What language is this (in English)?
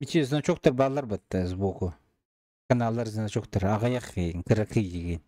Yakut